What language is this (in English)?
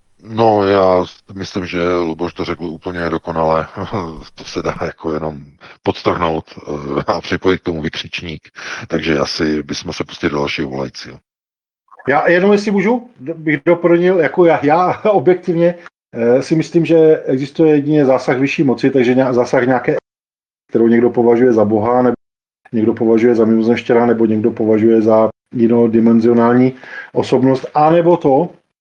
Czech